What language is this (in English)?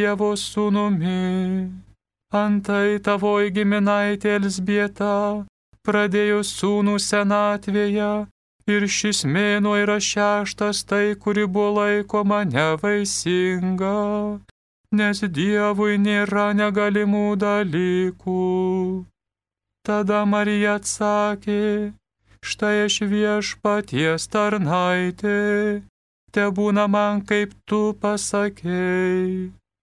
Lithuanian